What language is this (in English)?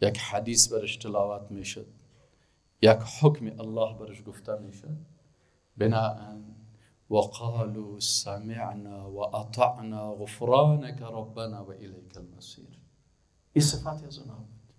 Persian